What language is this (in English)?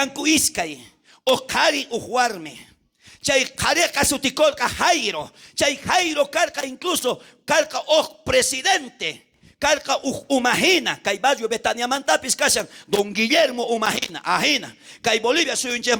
South Bolivian Quechua